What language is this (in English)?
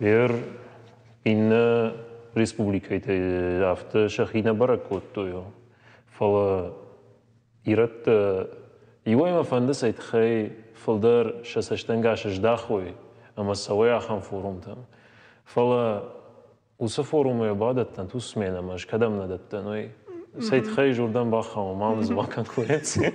Ossetic